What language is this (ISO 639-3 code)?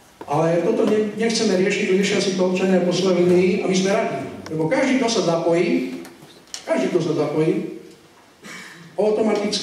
slk